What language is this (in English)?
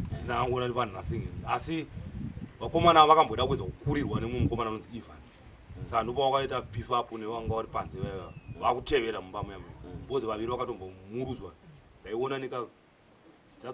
Shona